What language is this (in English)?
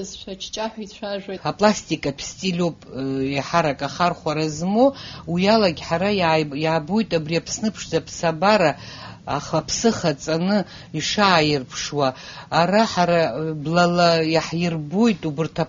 Abkhazian